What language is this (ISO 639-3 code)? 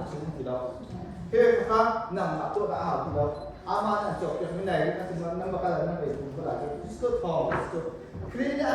cnh